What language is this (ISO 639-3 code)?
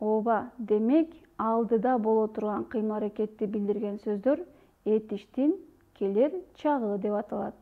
kir